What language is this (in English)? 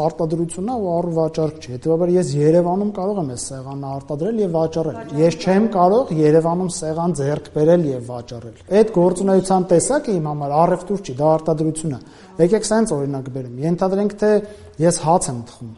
Armenian